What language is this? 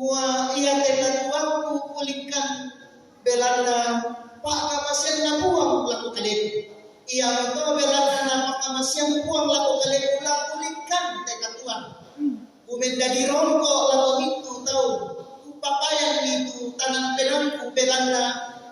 Toraja-Sa'dan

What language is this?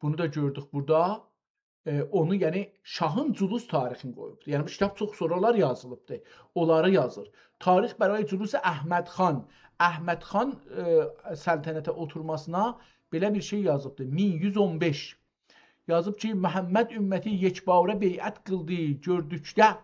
South Azerbaijani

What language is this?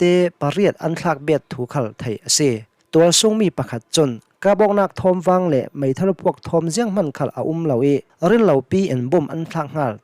Hakha Chin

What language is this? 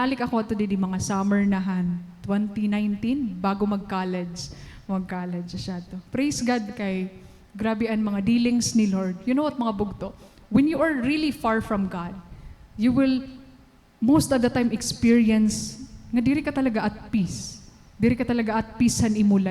Waray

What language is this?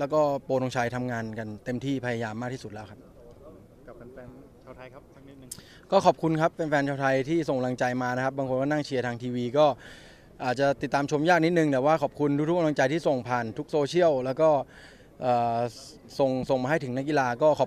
Thai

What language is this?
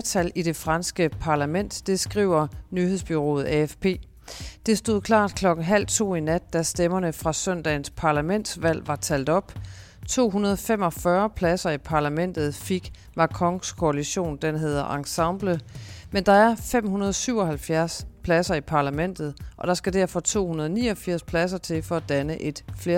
Danish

